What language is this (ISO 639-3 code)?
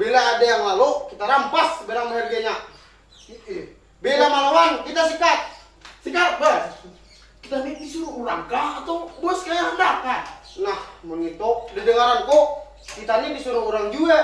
bjn